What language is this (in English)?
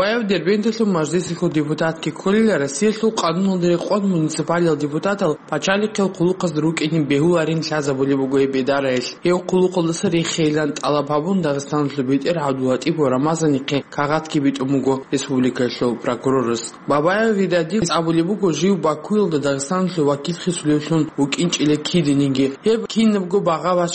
Avaric